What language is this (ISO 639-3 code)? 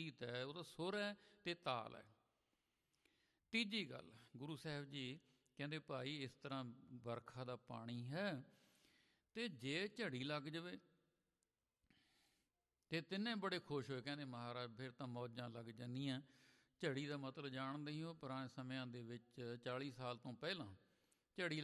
pan